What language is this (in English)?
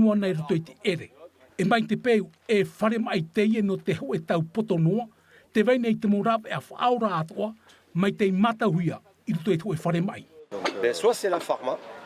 Tahitian